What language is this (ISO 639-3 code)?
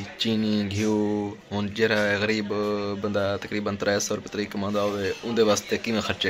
skr